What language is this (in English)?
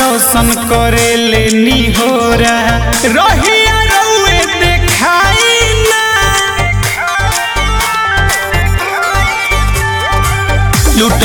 Bhojpuri